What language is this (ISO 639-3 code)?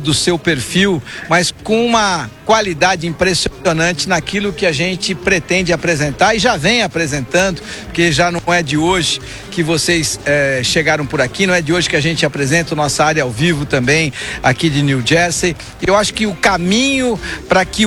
por